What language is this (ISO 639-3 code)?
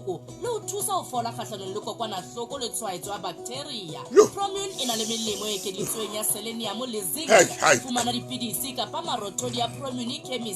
sot